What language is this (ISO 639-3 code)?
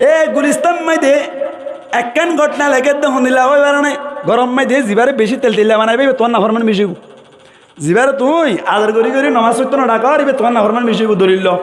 rhg